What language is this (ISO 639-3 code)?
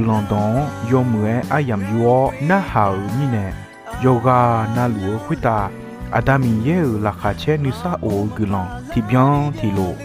ahk